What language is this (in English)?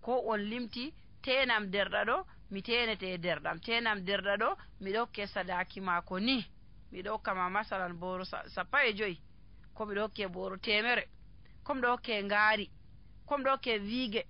Nigerian Fulfulde